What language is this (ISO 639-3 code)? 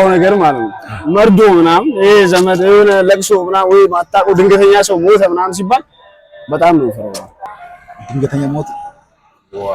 amh